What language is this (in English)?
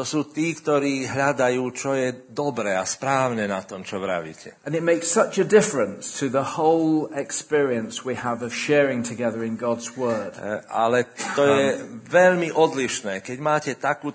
Slovak